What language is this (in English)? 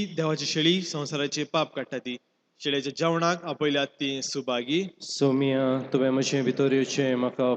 Konkani